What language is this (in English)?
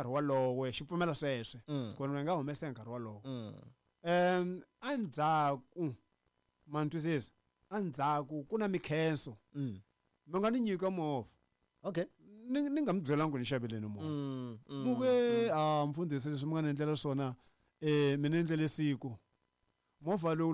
Tsonga